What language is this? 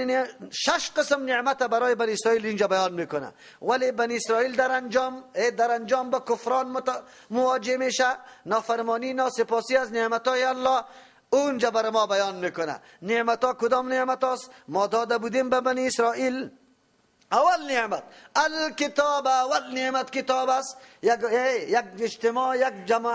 Persian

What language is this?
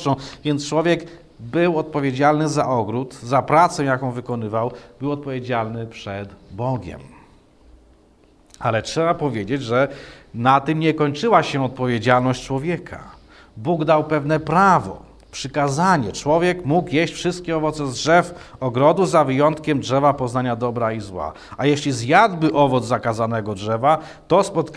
Polish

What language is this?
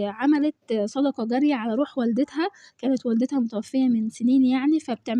Egyptian Arabic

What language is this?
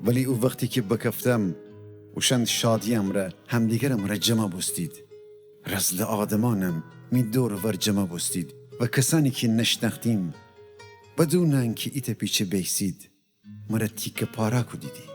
Gilaki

